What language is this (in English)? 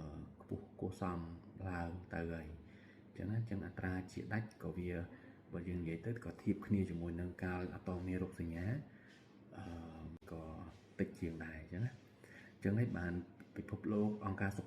Khmer